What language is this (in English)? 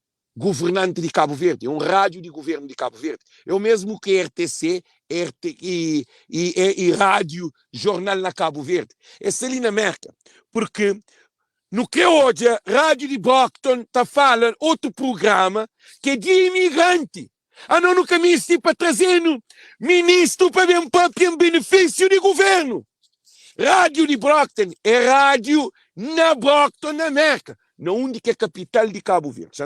Kabuverdianu